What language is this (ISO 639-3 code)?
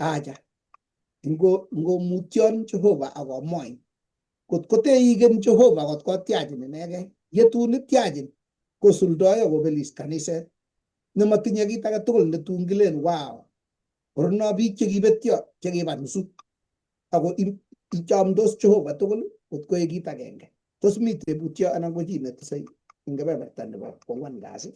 kln